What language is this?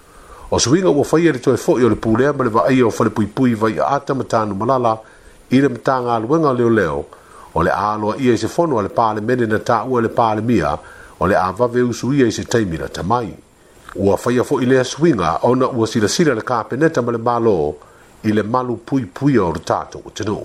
Samoan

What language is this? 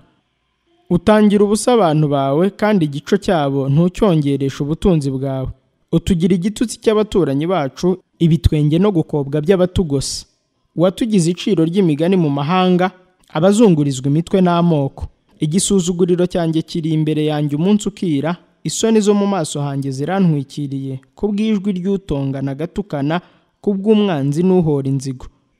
Kinyarwanda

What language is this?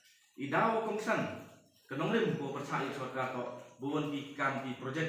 Khasi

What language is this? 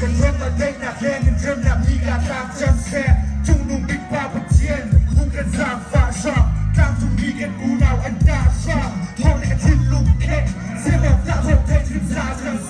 Hakha Chin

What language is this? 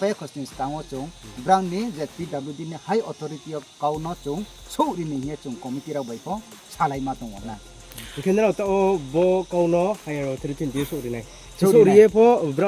Riang (India)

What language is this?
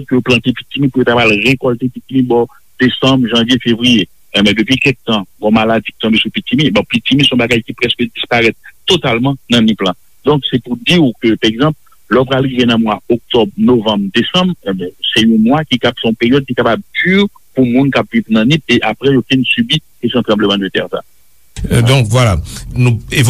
Haitian Creole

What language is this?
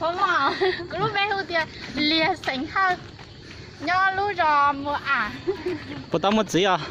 Hmong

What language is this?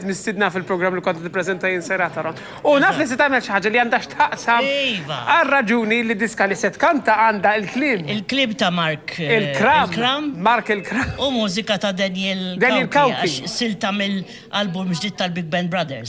Maltese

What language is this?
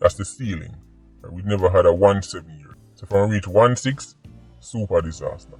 Jamaican Creole English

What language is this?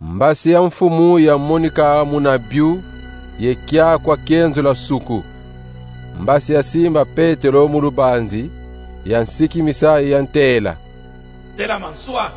Kongo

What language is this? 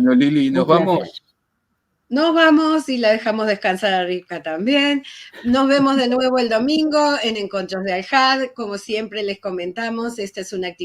Ladino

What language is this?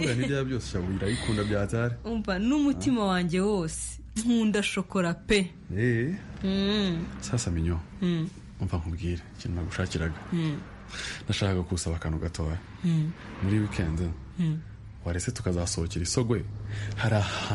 Kinyarwanda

